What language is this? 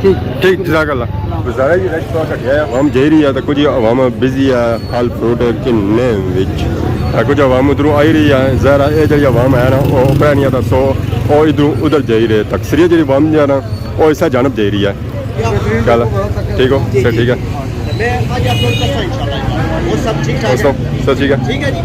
Pahari-Potwari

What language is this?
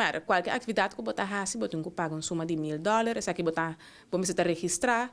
Papiamento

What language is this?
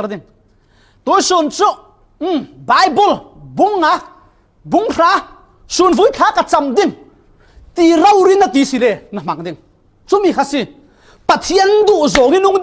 Falam Chin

